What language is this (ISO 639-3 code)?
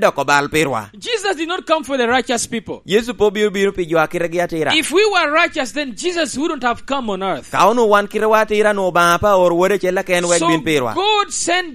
laj